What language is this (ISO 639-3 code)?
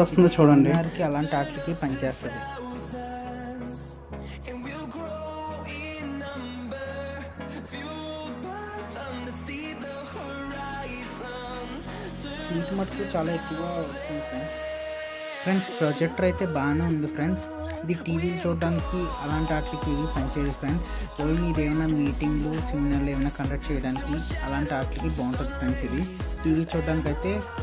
tel